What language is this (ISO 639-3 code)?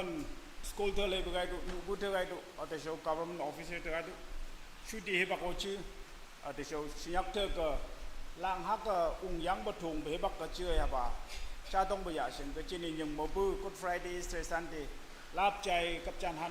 nag